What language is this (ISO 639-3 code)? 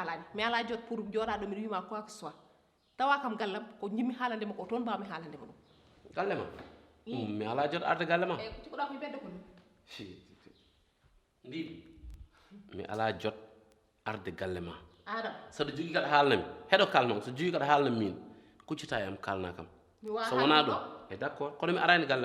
ful